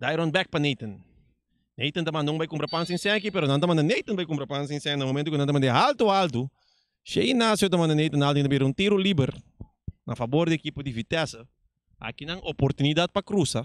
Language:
Papiamento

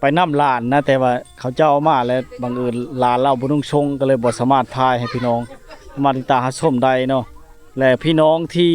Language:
Lao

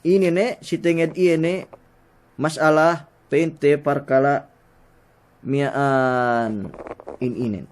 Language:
Yakan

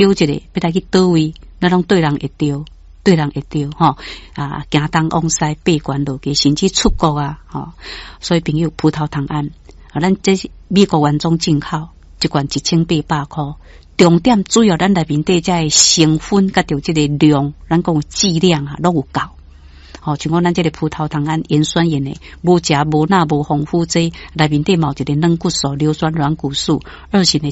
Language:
Min Nan Chinese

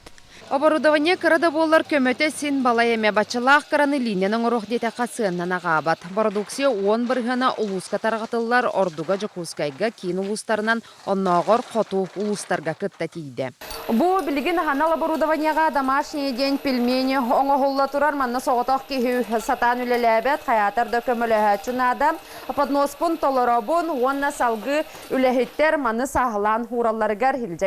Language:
Yakut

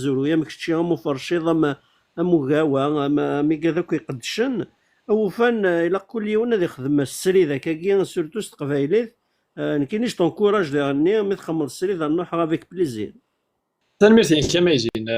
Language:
Kabyle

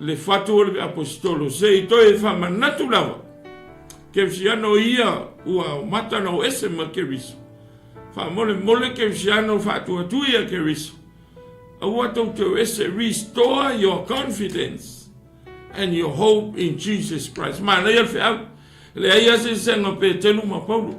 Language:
Samoan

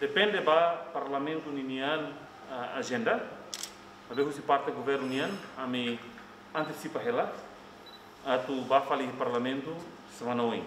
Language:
Tetum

